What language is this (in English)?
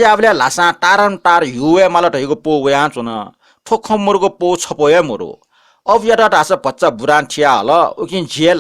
Newari